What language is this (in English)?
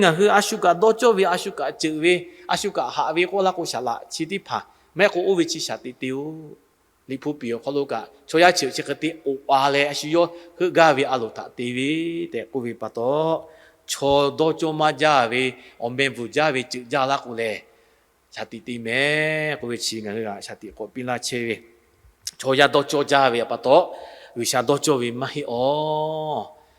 Lahu